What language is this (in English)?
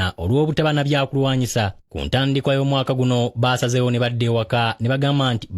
Ganda